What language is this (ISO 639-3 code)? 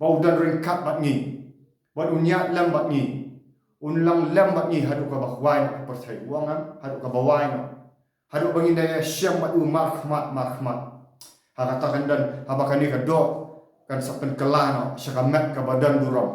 kha